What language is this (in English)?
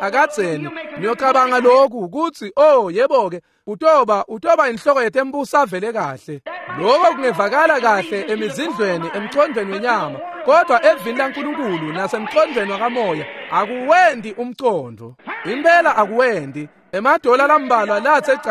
Swati